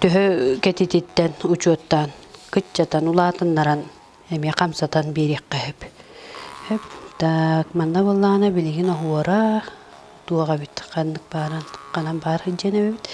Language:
Yakut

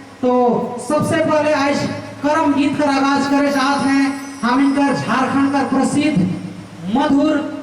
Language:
Sadri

